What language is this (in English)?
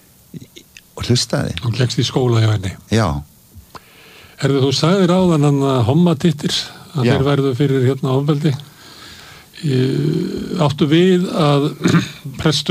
Icelandic